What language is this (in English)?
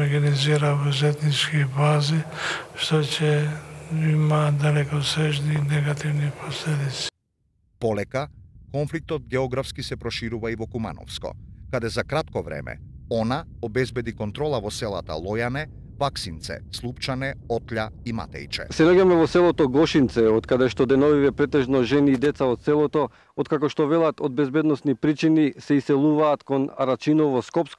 Macedonian